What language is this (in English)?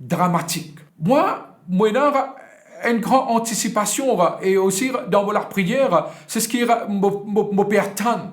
Morisyen